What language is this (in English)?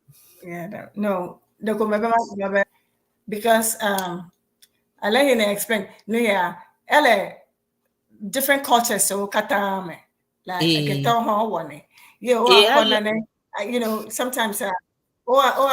Ewe